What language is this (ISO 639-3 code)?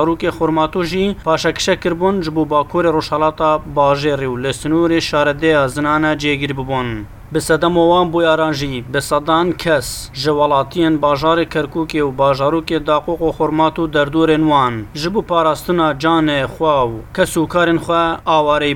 kur